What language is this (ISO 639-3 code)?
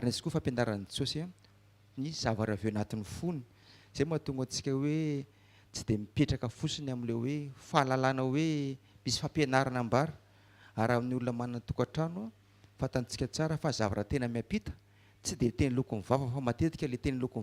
mlg